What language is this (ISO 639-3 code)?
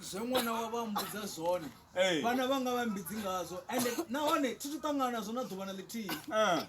ven